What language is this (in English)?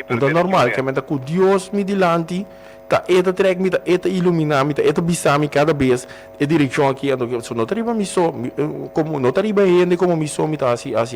Papiamento